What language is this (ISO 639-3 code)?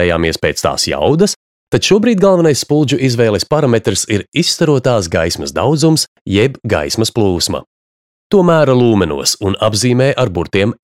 lav